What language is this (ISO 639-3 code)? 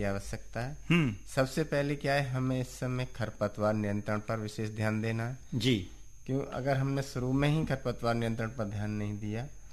hin